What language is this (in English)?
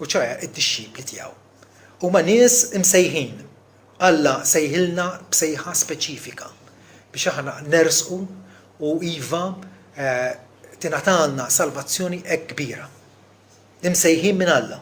Maltese